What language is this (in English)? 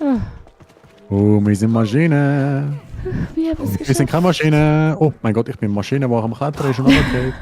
Swiss German